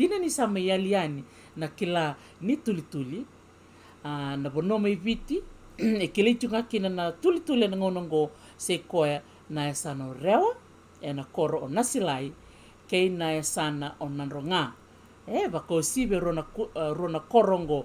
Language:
Fijian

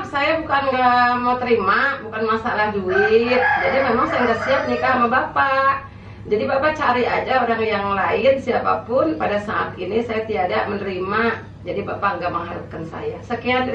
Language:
Betawi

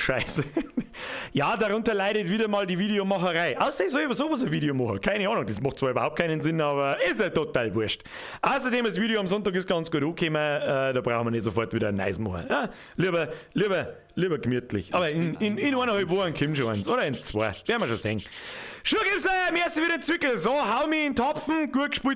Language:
Bavarian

